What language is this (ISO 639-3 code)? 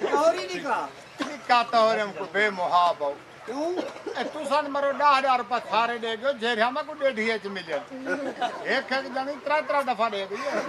skr